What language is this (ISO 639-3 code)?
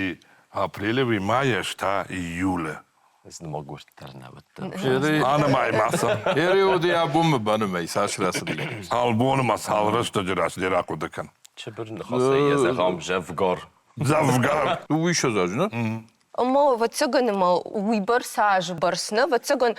oss